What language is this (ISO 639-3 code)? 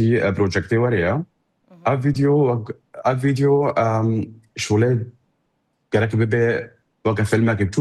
kur